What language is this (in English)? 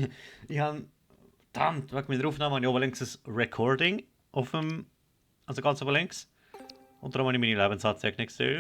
Swiss German